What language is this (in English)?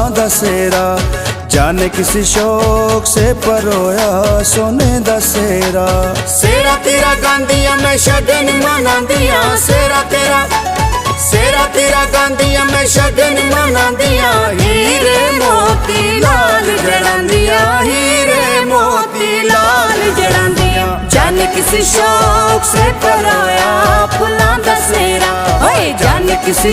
Pahari-Potwari